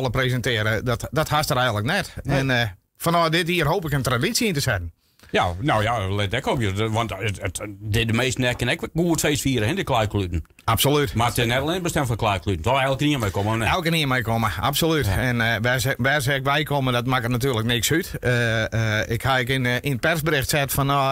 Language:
Western Frisian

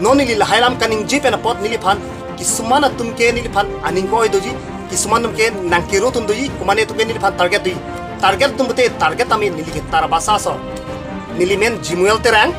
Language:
Karbi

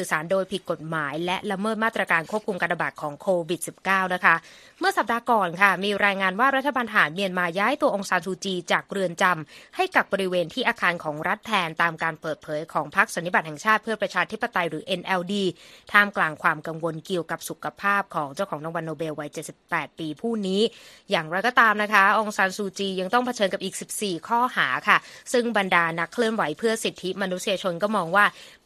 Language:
Thai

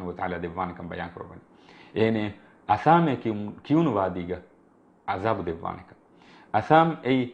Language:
Divehi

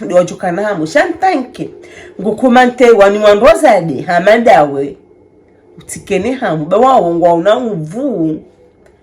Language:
Ngazidja Comorian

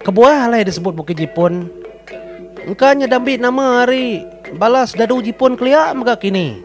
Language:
Iban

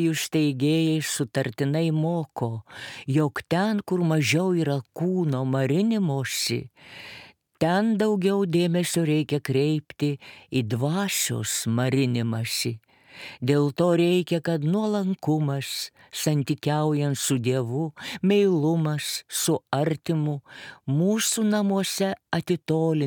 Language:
Lithuanian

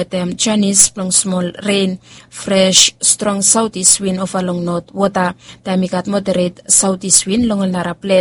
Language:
Bislama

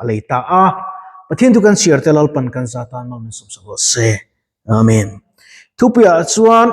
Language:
Mizo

